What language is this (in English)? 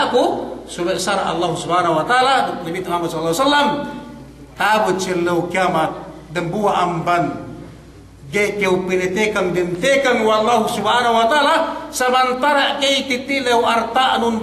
Yakan